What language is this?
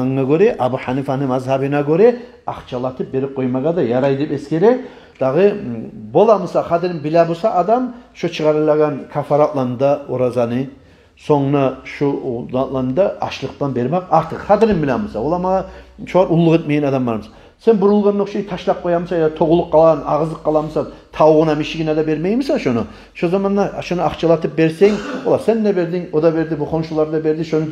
Kumyk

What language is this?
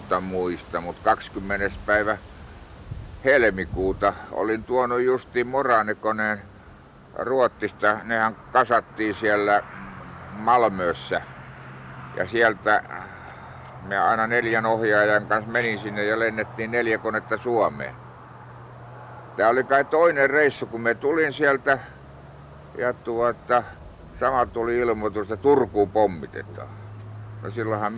Finnish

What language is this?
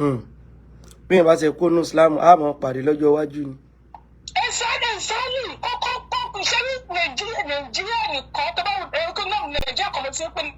Yoruba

